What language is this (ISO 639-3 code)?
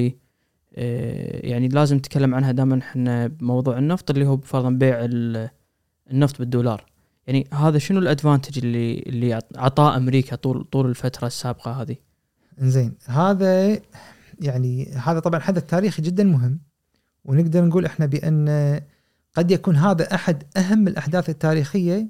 afb